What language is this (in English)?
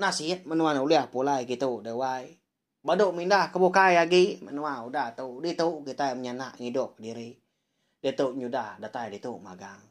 Iban